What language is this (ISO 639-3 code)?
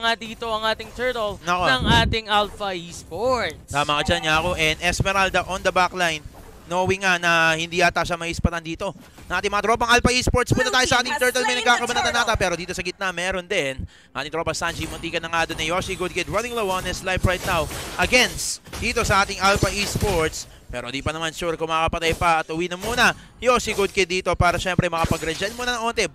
fil